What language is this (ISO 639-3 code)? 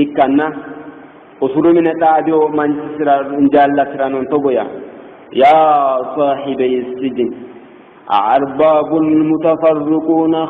sid